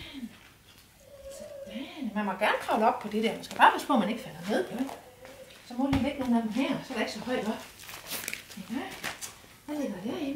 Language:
Danish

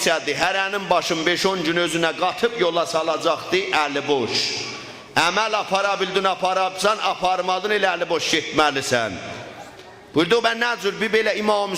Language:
South Azerbaijani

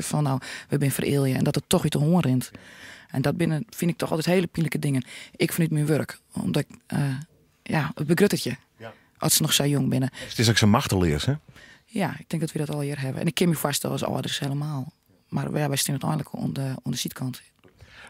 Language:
Western Frisian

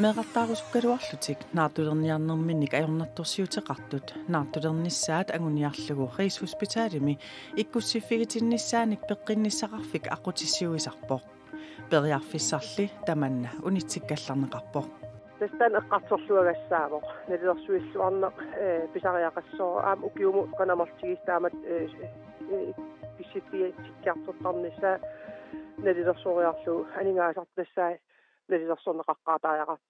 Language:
Kalaallisut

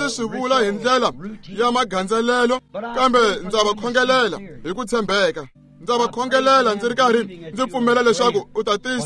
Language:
Tsonga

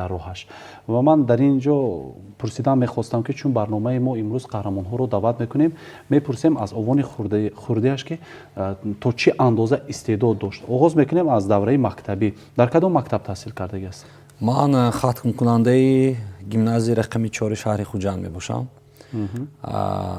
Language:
Tajik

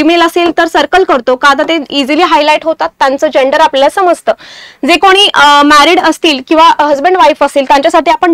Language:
Marathi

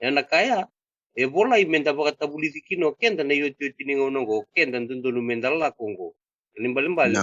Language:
Fijian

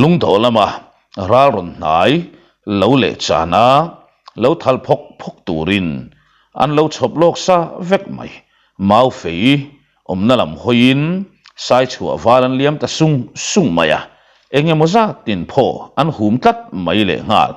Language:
Mizo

